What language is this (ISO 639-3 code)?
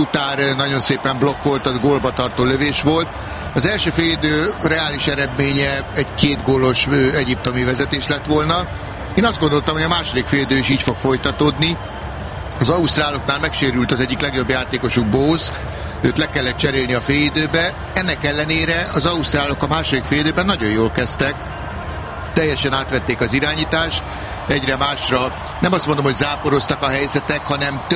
hun